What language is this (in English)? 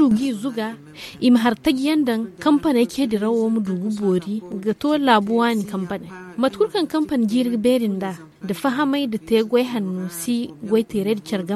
Zarma